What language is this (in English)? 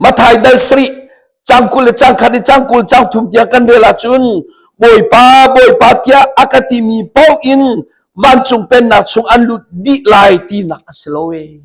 Hakha Chin